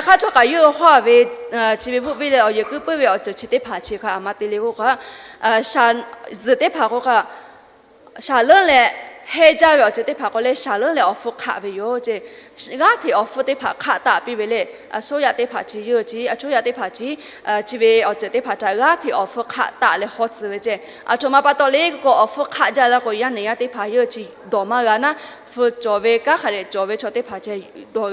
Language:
Lahu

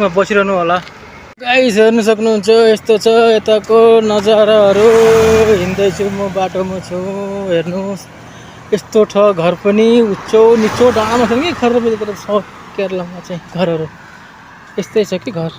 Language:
Nepali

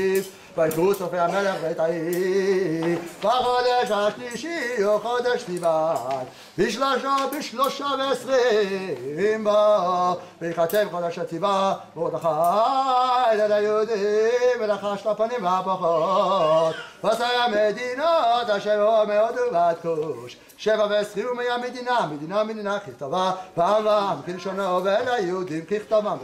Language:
Hebrew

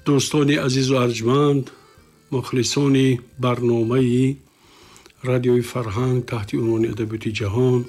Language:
Tajik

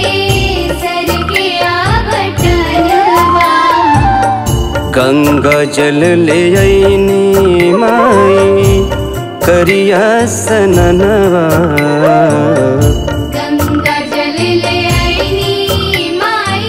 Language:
Bhojpuri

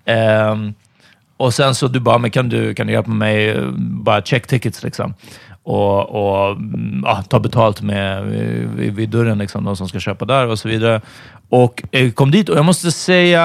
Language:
Swedish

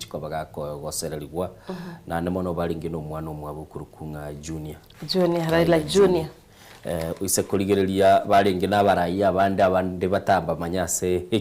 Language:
Gusii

